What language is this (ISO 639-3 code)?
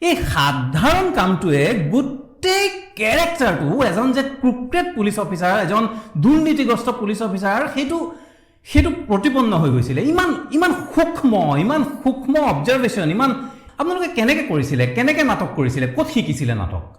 asm